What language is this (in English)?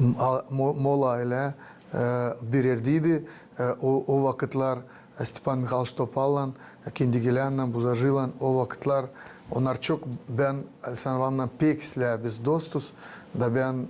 Gagauz